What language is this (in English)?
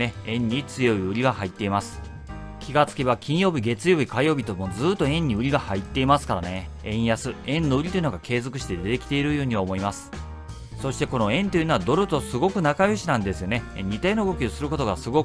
Japanese